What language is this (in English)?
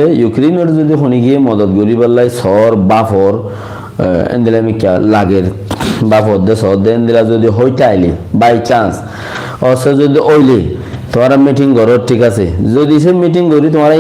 Rohingya